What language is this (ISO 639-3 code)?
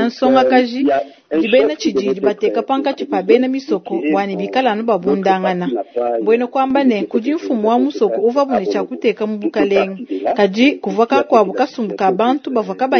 lua